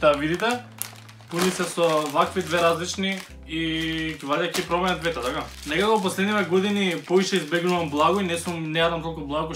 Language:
Macedonian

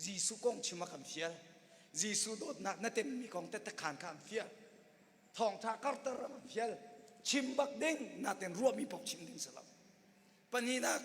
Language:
Hakha Chin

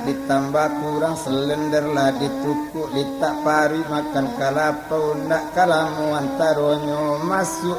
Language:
Minangkabau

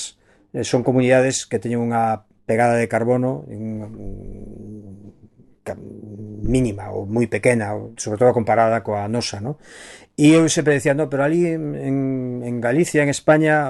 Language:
Galician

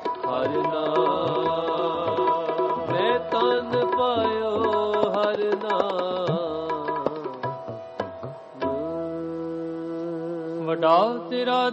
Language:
Punjabi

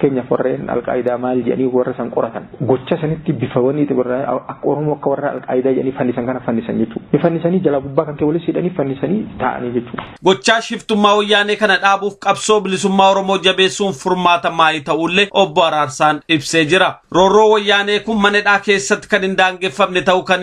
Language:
Oromo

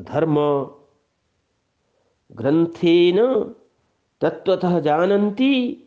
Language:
Sanskrit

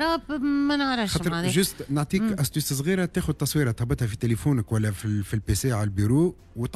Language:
Tunisian Arabic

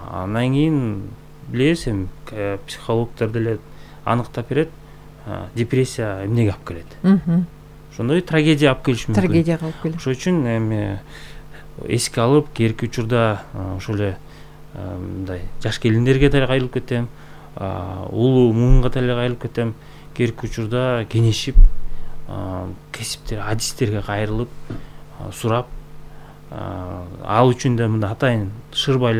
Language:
Kyrgyz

